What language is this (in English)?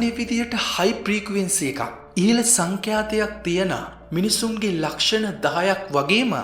Sinhala